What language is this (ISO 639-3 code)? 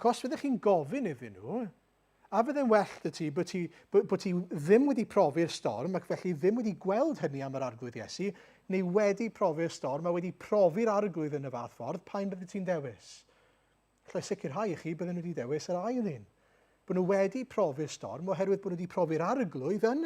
cym